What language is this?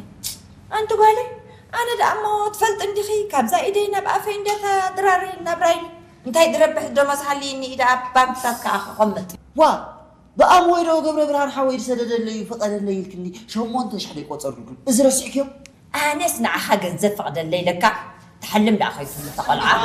Tigrinya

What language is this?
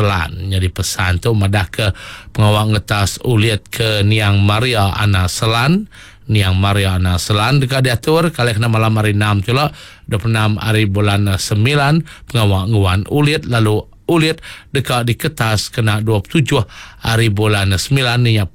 Iban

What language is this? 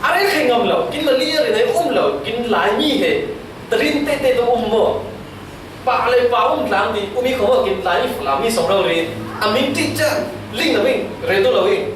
Falam Chin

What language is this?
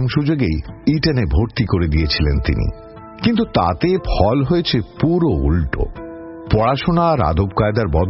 Bangla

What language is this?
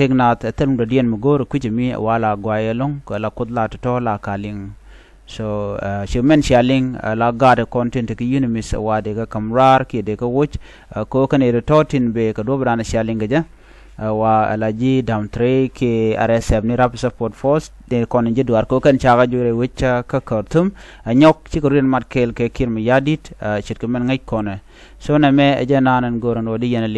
Nuer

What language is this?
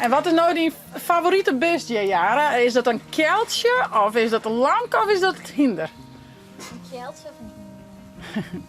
Western Frisian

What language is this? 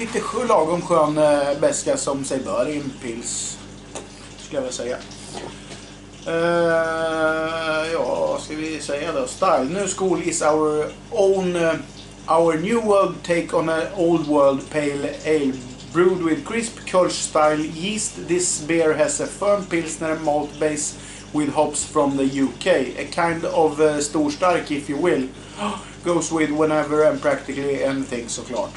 Swedish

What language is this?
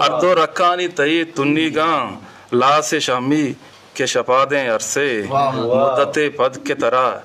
Eastern Balochi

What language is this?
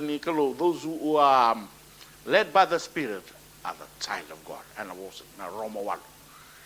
Fijian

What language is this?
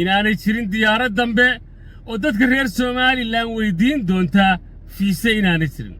Somali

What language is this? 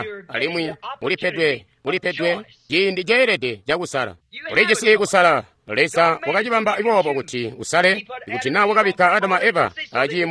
Tonga (Zambia)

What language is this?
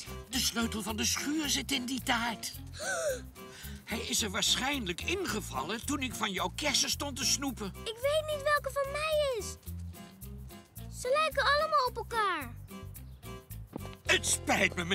Dutch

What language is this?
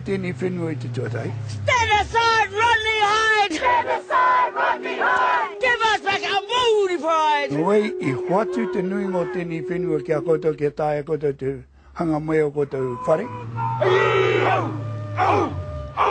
Māori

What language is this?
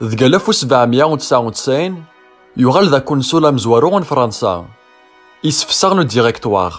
Kabyle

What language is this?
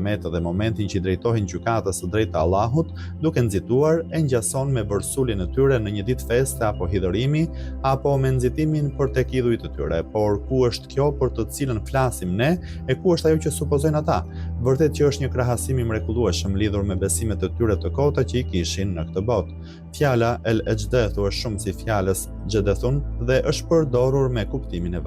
Albanian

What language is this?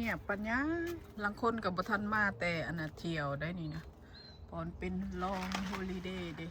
Northeastern Thai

